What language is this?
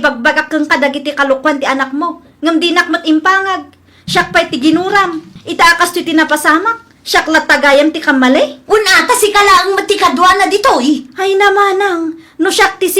Iloko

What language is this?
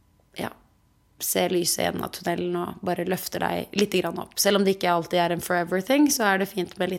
Norwegian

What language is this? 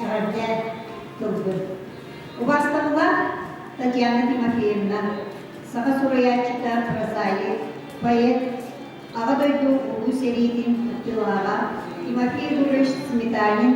Yakut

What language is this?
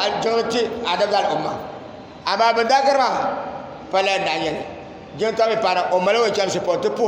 Dagbani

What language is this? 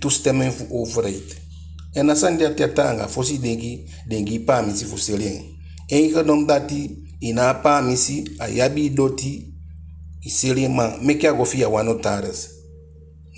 Eastern Maroon Creole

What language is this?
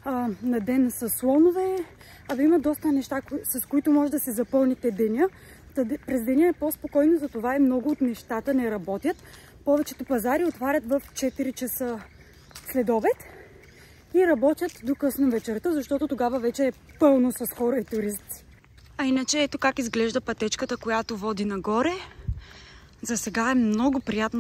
Bulgarian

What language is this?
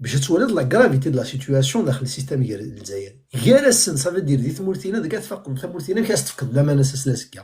Kabyle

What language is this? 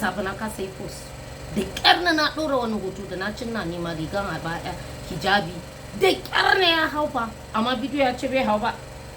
Hausa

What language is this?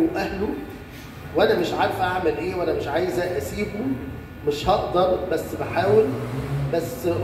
Egyptian Arabic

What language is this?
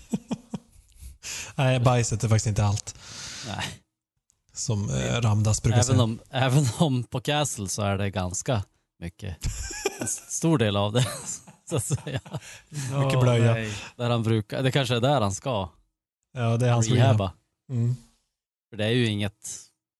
Swedish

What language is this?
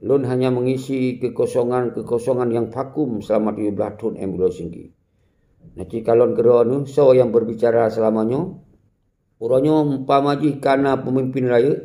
Achinese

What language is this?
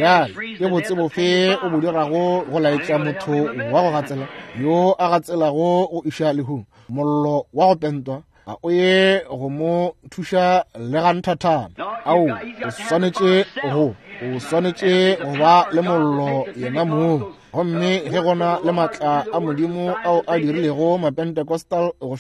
Northern Sotho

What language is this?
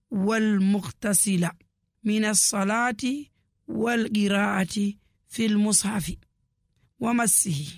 Nigerian Fulfulde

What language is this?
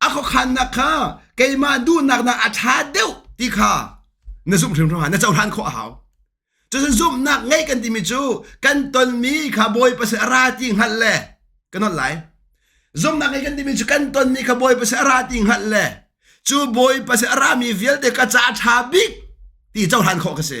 Hakha Chin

